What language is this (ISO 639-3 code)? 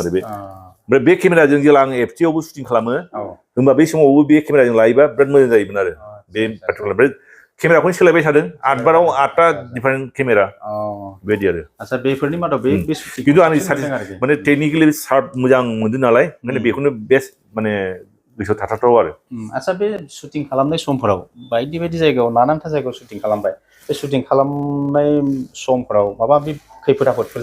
brx